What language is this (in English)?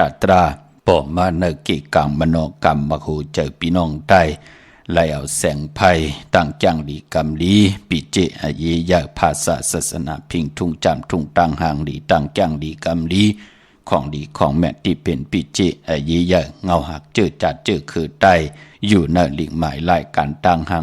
Shan